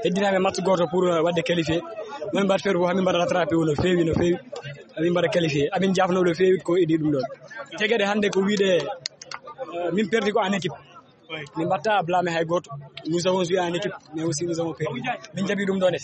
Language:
Fula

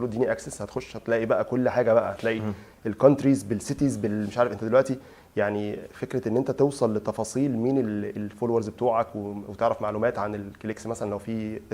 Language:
Egyptian Arabic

